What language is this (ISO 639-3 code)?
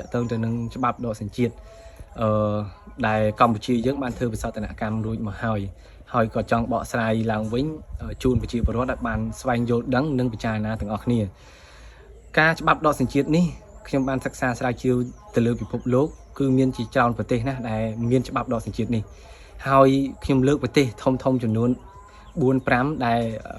khm